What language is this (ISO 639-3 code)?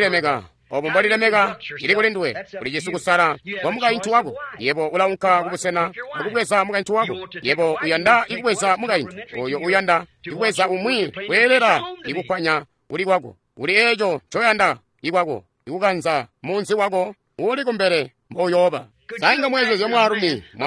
toi